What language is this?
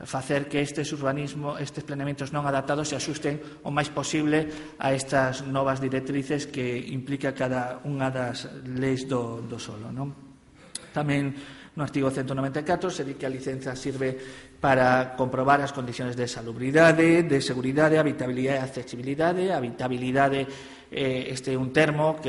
Galician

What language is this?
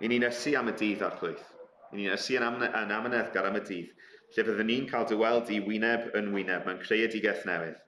Welsh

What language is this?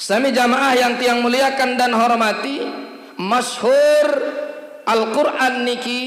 Sasak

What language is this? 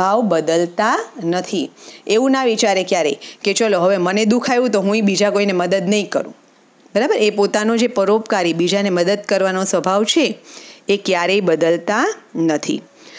Gujarati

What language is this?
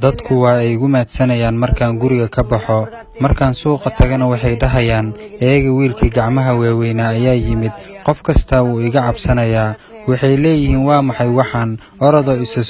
Somali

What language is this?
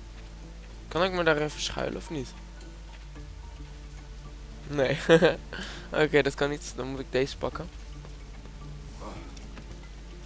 Dutch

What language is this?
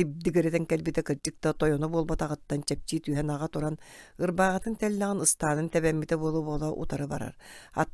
Yakut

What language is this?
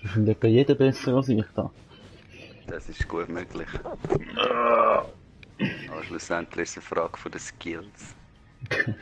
Swiss German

